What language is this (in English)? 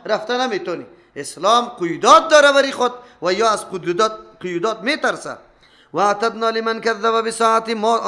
Persian